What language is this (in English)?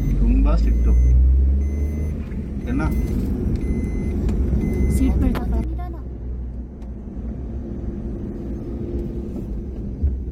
Kannada